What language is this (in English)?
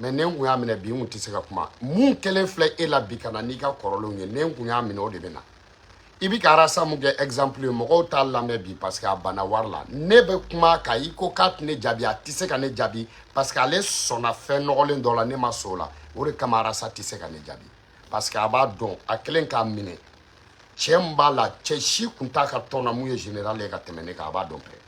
Bambara